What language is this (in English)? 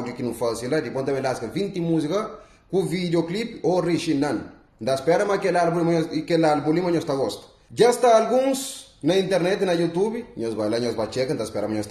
Kabuverdianu